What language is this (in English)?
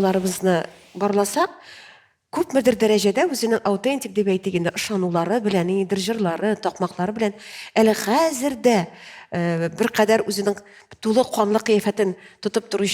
Tatar